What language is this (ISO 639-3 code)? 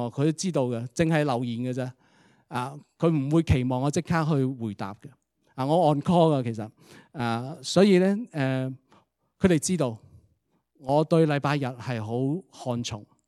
yue